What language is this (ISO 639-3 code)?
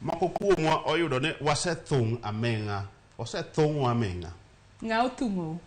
luo